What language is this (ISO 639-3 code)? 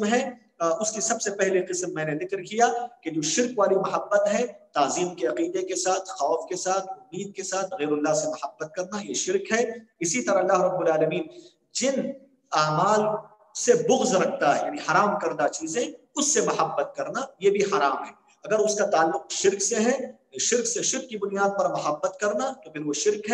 urd